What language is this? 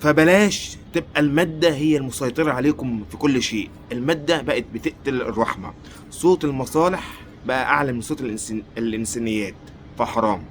Egyptian Arabic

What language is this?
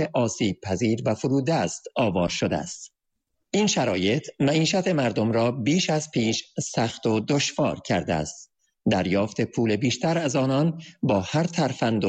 Persian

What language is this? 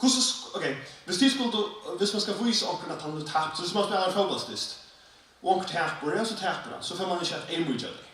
Faroese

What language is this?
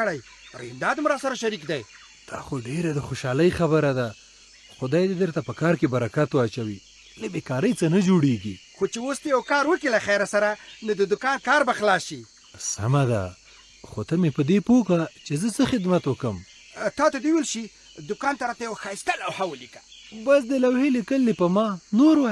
Pashto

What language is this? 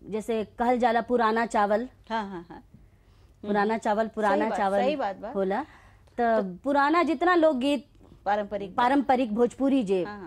Bhojpuri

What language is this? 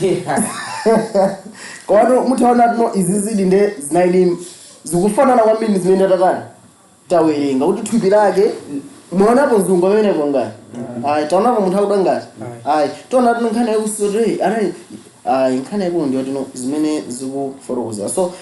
Nyanja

